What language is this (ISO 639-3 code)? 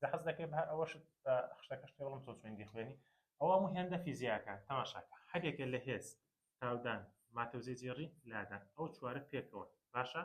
ckb